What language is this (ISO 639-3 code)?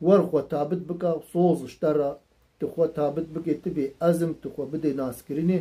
kur